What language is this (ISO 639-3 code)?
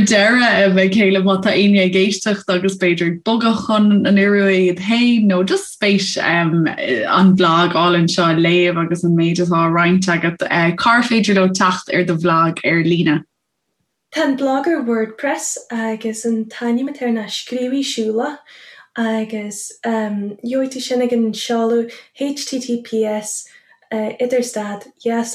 gle